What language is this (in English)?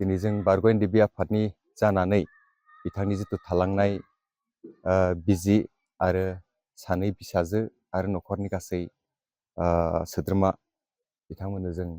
Bodo